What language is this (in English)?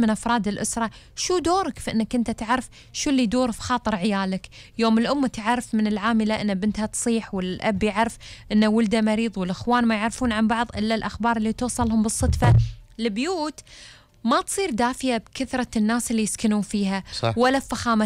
Gulf Arabic